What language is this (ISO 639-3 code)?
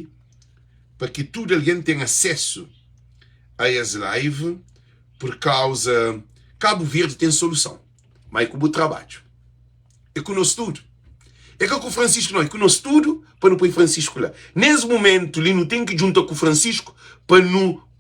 kea